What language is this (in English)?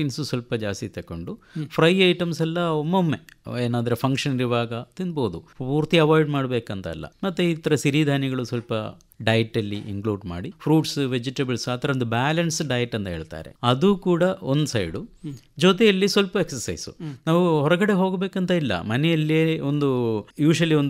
Kannada